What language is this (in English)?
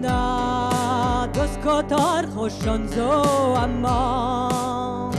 Breton